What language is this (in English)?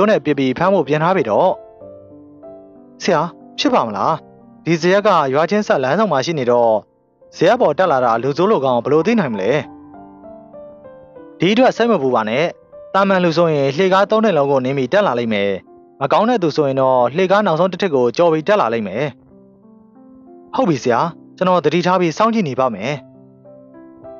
Burmese